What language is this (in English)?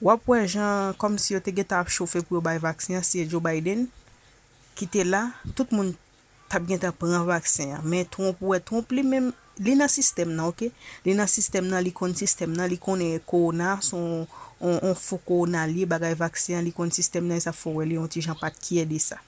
Haitian Creole